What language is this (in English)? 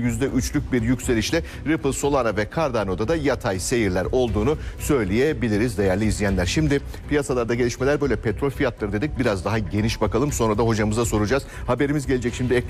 Turkish